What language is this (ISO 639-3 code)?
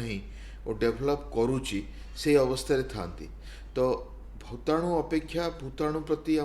ori